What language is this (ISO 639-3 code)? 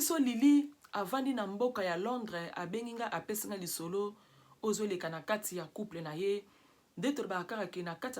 lin